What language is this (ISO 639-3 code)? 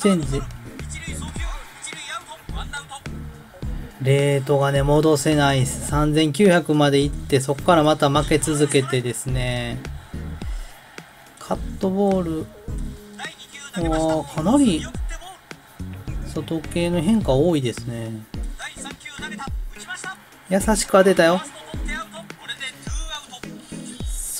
jpn